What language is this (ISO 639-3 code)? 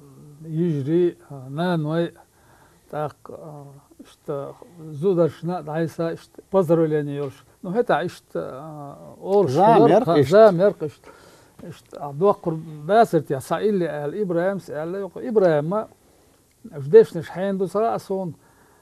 che